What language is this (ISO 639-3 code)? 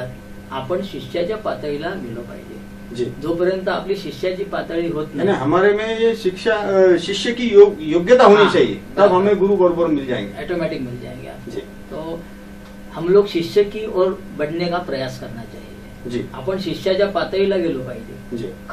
mar